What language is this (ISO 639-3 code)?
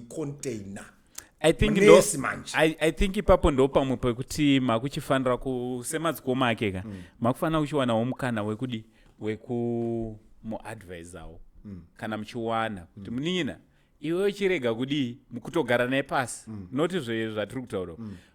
sna